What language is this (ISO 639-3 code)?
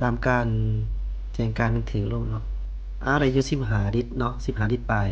lao